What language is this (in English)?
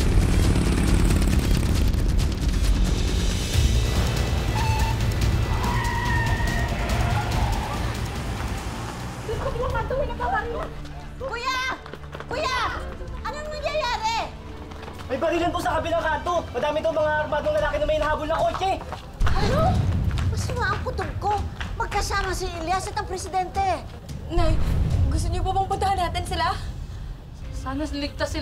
Filipino